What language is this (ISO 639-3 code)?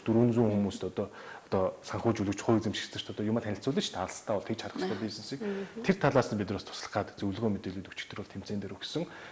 mon